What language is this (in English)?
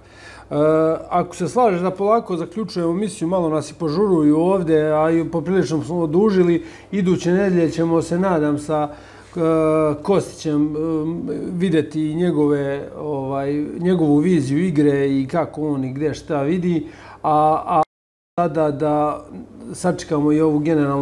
Serbian